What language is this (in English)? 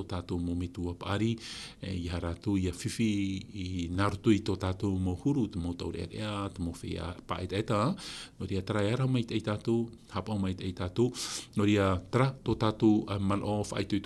Tahitian